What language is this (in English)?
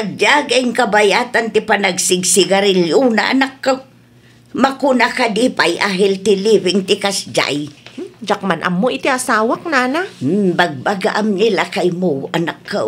Iloko